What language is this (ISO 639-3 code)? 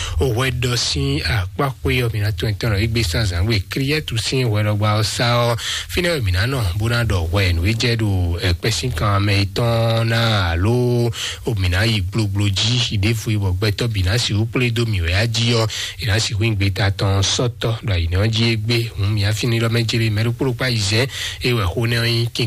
fon